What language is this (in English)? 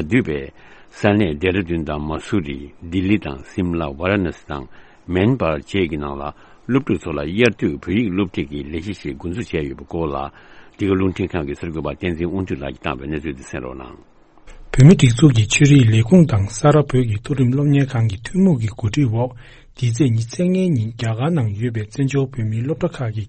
Tibetan